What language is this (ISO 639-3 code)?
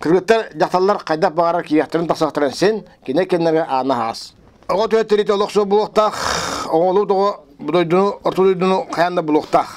sah